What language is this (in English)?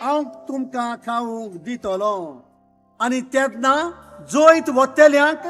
Konkani